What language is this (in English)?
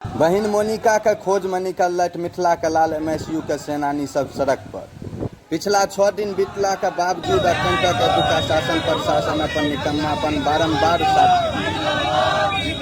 Maithili